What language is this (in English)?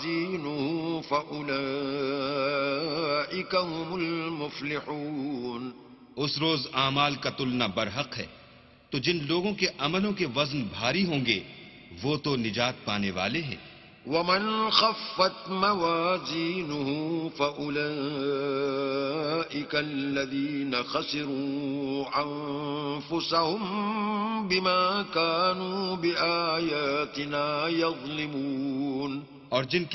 Urdu